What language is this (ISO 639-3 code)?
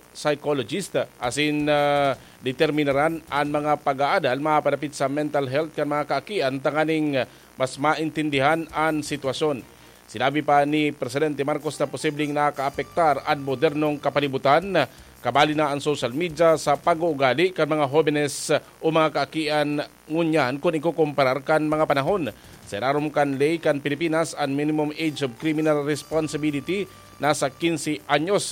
bik